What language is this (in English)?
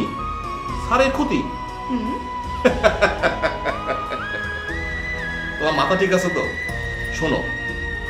Bangla